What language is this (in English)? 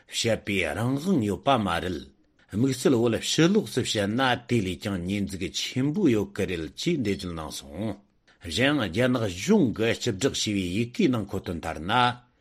Tibetan